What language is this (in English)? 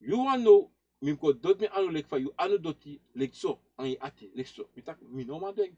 Sranan Tongo